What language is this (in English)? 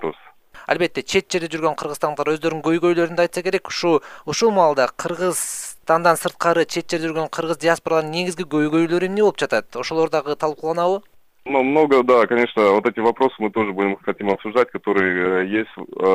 Kyrgyz